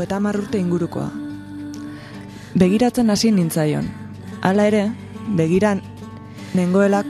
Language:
Basque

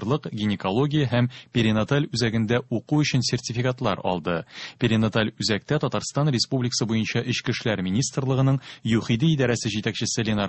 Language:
Tatar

